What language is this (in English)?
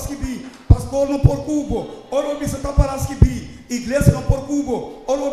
Papiamento